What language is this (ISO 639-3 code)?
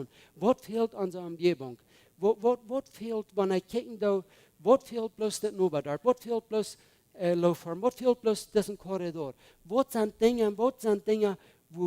pdt